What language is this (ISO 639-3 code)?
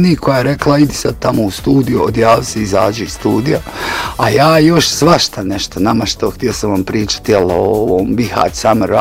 bos